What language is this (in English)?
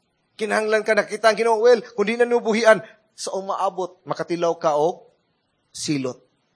Cebuano